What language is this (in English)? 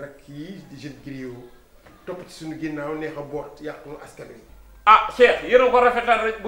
Wolof